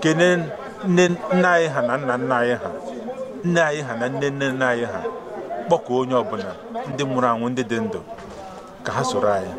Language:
Igbo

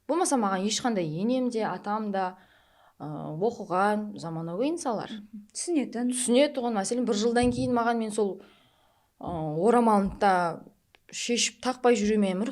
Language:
Kara-Kalpak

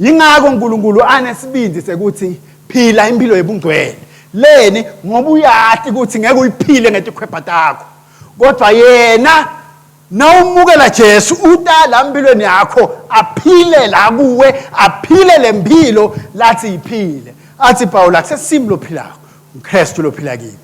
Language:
Swati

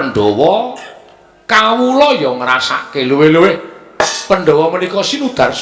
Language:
Javanese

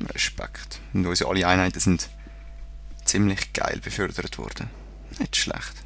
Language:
Swiss German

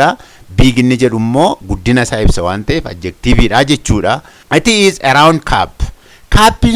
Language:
Oromo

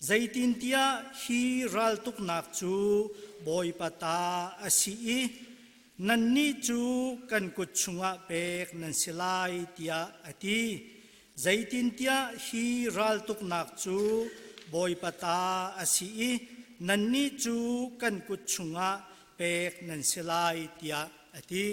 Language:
Hakha Chin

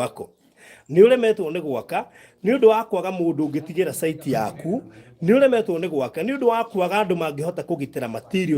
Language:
Kikuyu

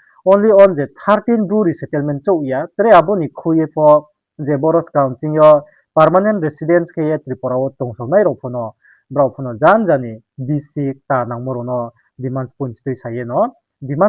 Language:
Riang (India)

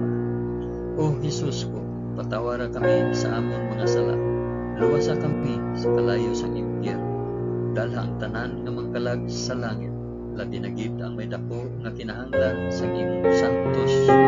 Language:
Hiligaynon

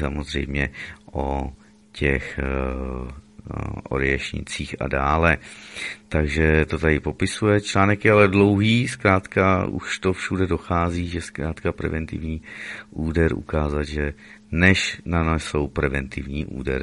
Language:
Czech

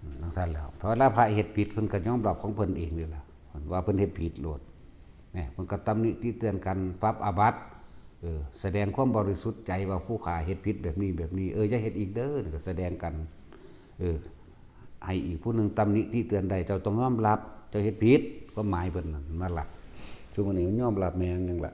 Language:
Northeastern Thai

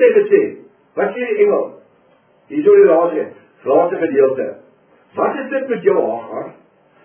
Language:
Afrikaans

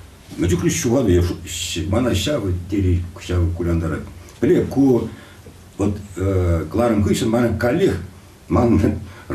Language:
Chuvash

